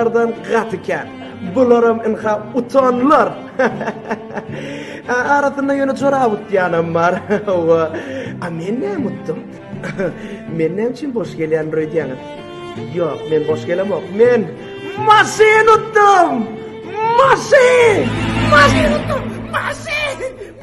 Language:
Turkmen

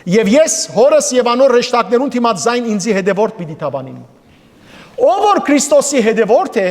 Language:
Western Armenian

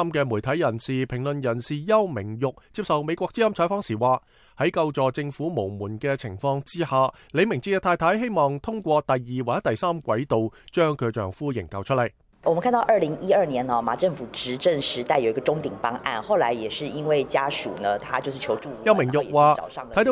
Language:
Cantonese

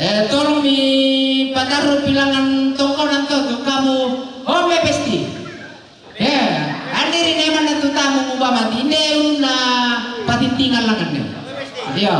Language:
Toraja-Sa'dan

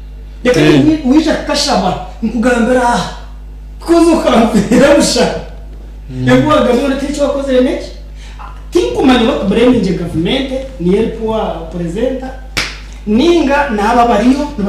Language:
Nyankole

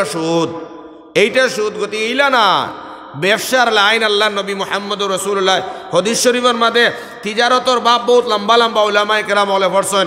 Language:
Sylheti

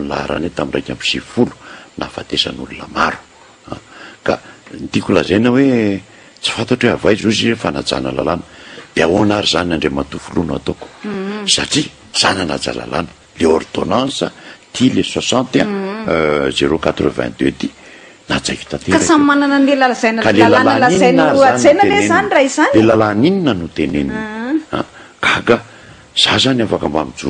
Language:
Malagasy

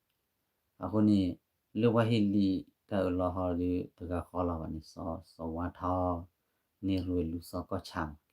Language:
S'gaw Karen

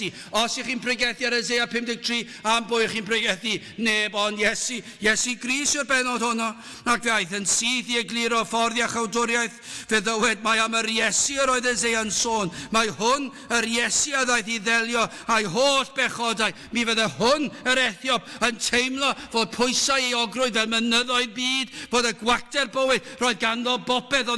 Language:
Welsh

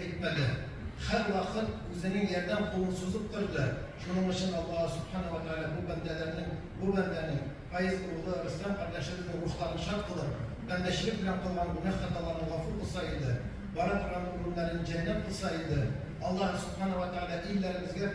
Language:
Tatar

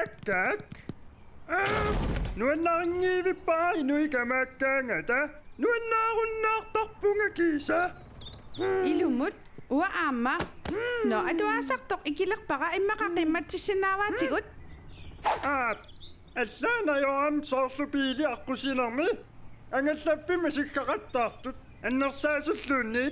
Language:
Kalaallisut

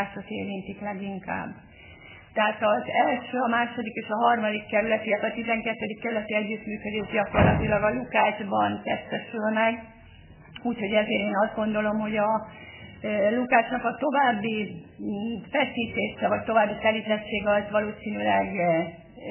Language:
Hungarian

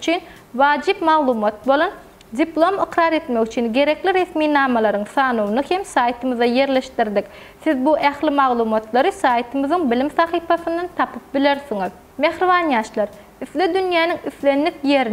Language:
Turkmen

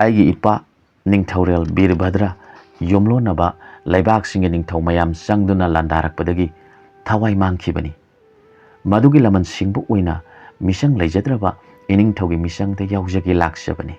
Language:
Manipuri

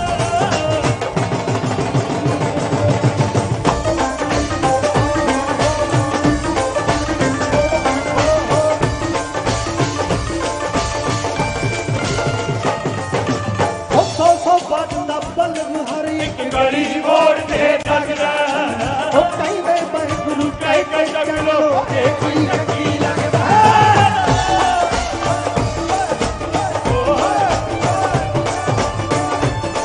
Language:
Punjabi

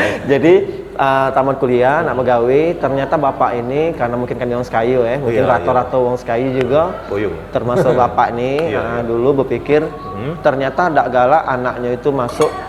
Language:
Musi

